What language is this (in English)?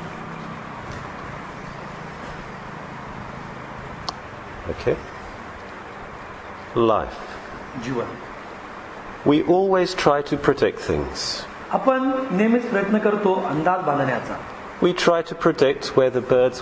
Marathi